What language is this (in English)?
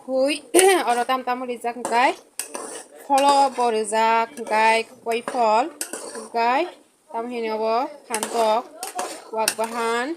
Kok Borok